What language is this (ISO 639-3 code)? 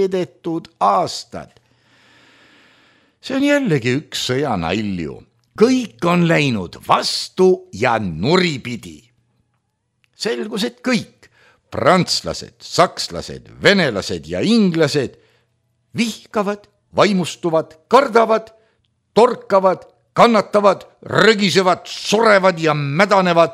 est